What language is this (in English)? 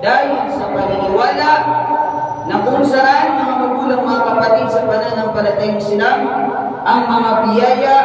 Maranao